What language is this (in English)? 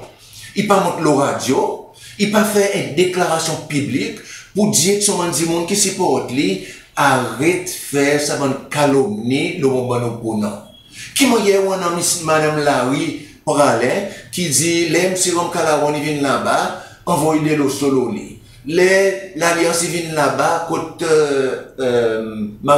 Seselwa Creole French